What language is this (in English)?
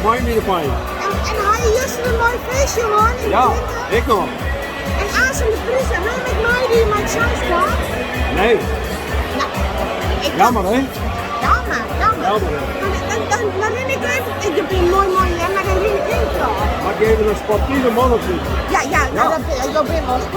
Western Frisian